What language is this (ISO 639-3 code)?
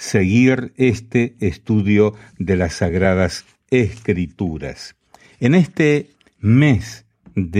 spa